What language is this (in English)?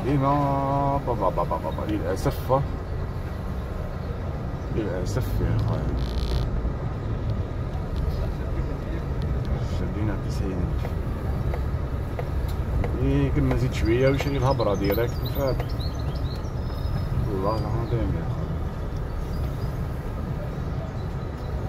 Algerian Arabic